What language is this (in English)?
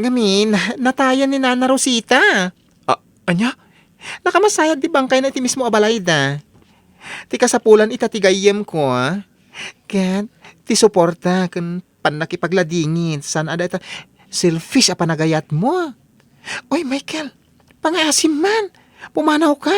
Iloko